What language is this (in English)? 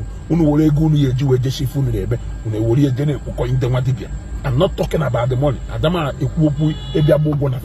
Igbo